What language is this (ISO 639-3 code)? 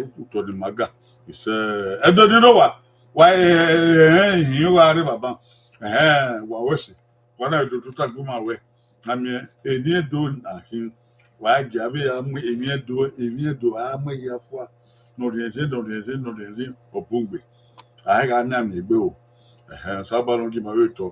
bin